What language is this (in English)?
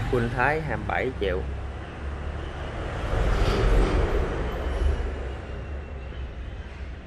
Vietnamese